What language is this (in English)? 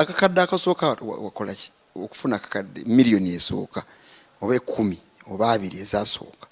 Ganda